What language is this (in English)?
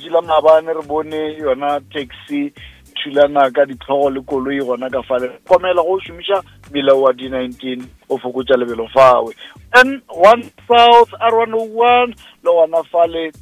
Northern Sotho